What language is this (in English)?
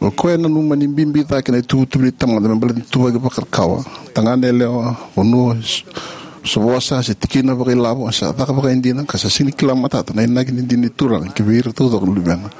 Fijian